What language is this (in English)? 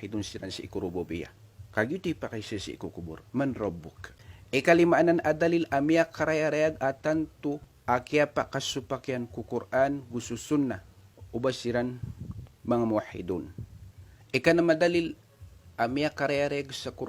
Maranao